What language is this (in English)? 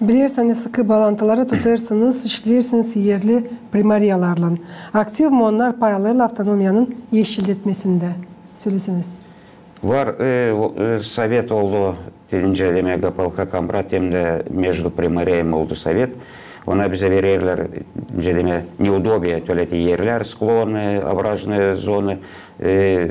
Gagauz